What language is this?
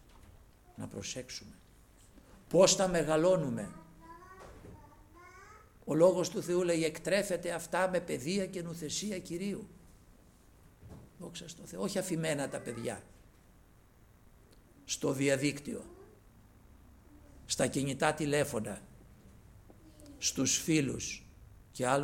Greek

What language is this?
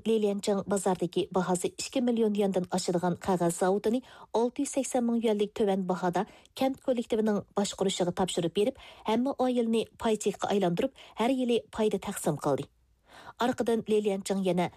Uyghur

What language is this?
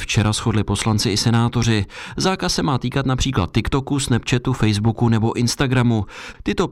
Czech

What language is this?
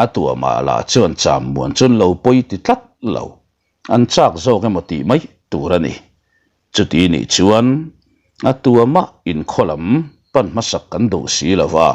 Mizo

